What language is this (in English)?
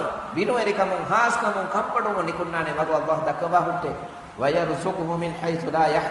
Divehi